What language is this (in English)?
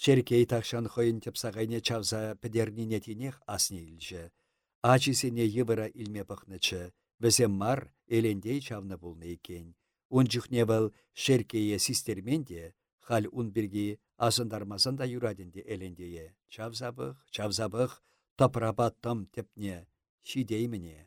Chuvash